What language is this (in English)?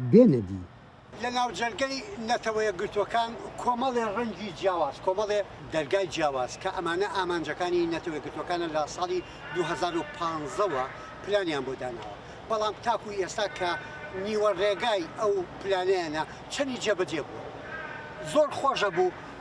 Central Kurdish